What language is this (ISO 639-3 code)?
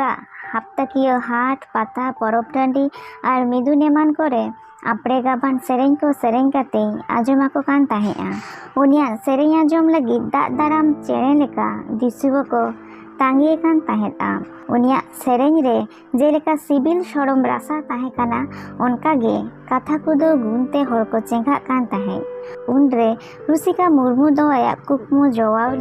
sat